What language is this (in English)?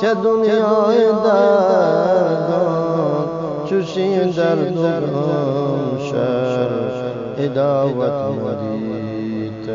Eastern Balochi